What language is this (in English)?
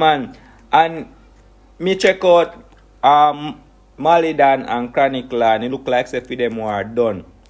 Jamaican Creole English